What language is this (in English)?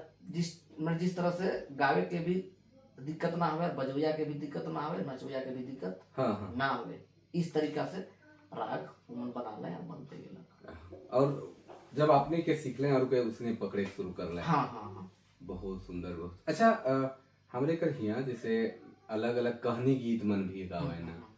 Sadri